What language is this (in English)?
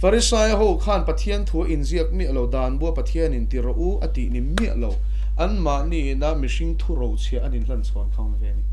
Mizo